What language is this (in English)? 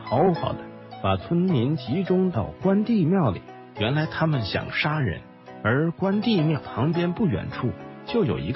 Chinese